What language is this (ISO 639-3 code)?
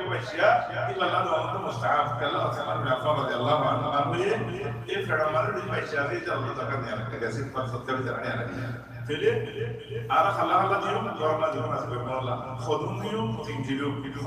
rhg